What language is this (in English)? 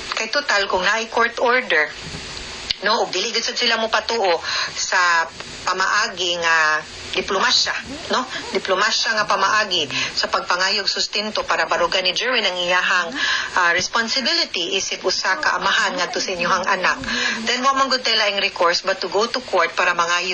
Cebuano